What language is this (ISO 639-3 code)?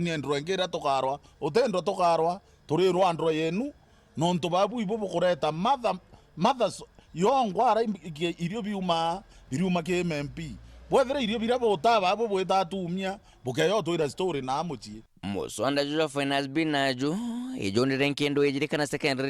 mer